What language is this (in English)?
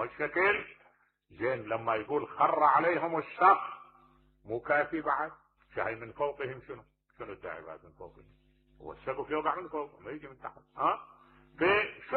Mesopotamian Arabic